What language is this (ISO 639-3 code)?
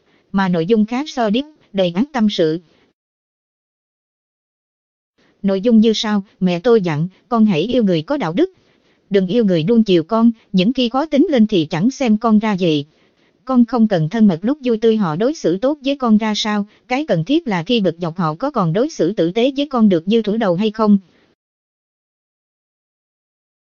vie